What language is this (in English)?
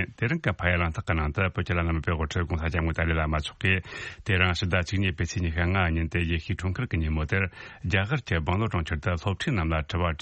Tibetan